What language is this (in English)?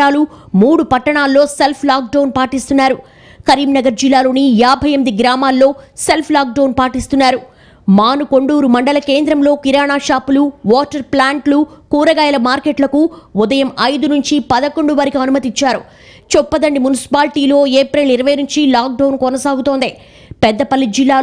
Telugu